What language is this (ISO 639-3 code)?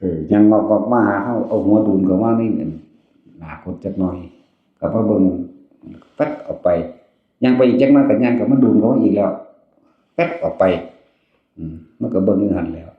tts